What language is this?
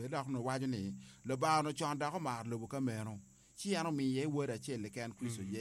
Acoli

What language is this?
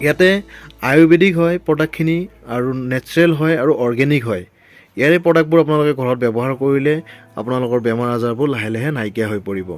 Assamese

